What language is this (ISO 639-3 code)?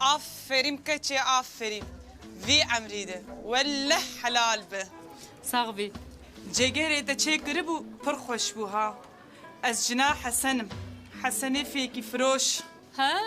kur